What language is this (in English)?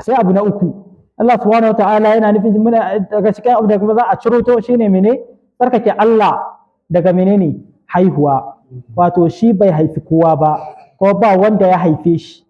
Hausa